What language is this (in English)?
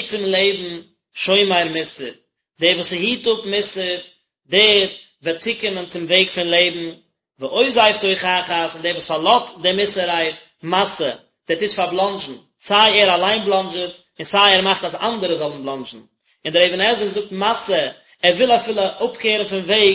Yiddish